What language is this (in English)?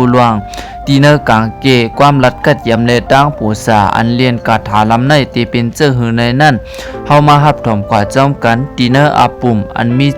Shan